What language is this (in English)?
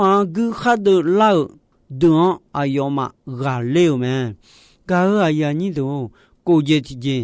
Akha